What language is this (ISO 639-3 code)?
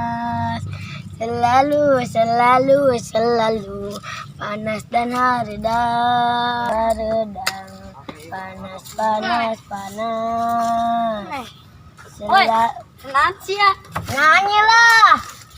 sun